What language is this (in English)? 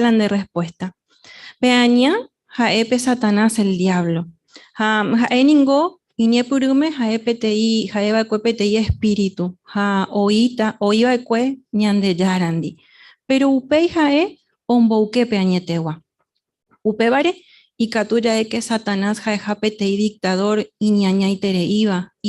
Guarani